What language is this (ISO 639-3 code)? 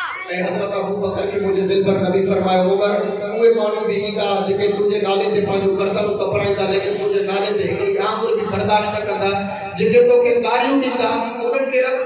snd